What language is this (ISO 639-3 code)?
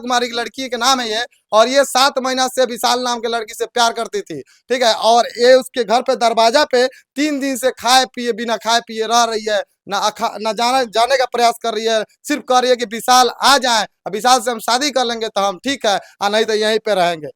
bho